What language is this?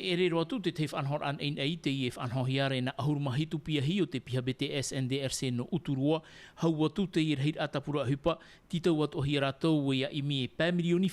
Tahitian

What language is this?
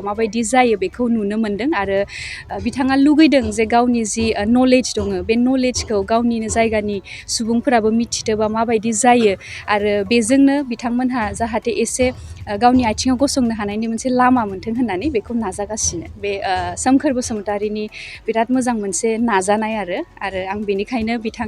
Bodo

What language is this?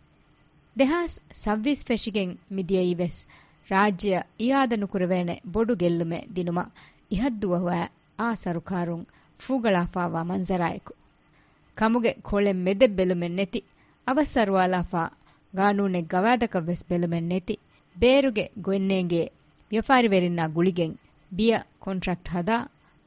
Divehi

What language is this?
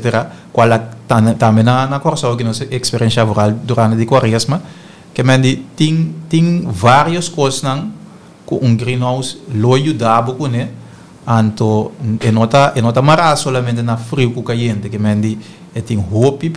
Papiamento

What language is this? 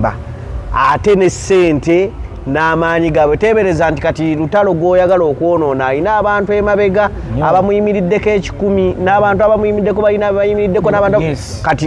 Ganda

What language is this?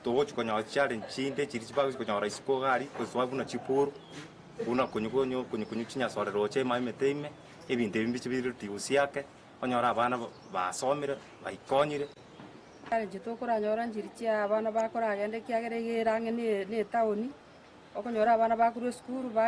Gusii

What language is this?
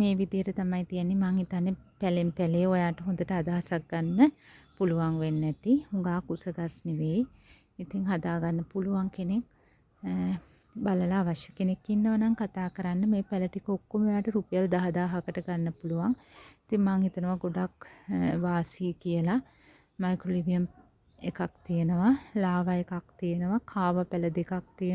Sinhala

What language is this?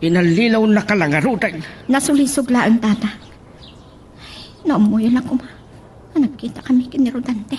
Iloko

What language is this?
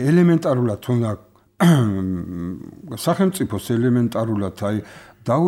Georgian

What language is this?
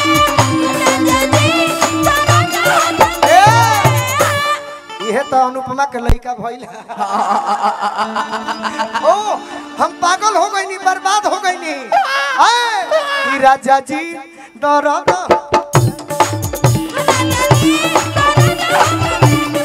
Bhojpuri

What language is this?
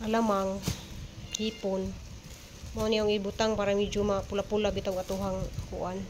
Cebuano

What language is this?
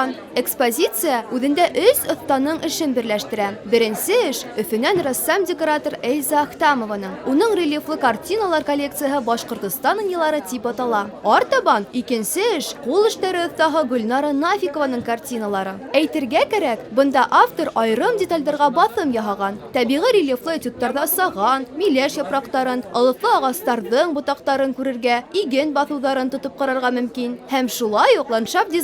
Bashkir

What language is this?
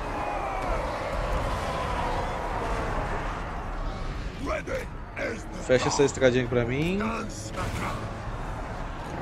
Portuguese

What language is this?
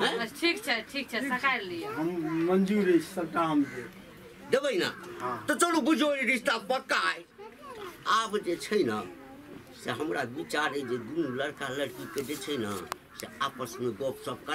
Maithili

